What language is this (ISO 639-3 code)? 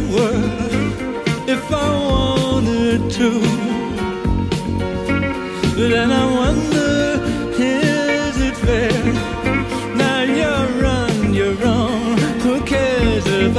eng